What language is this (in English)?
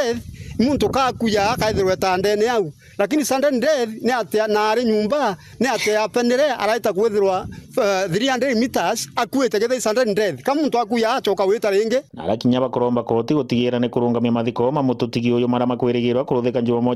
Meru